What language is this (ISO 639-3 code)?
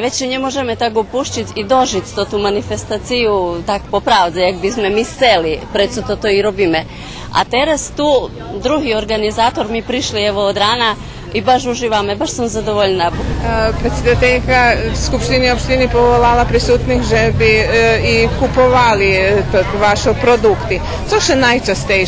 rue